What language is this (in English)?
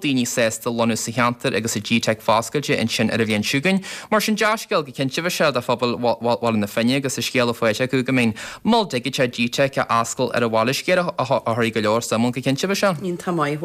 Irish